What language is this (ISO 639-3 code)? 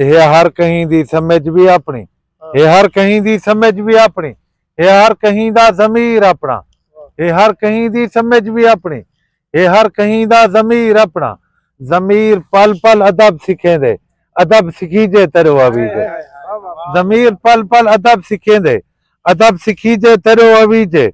skr